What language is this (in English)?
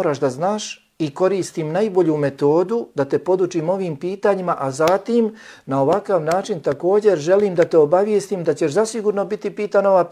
Bosnian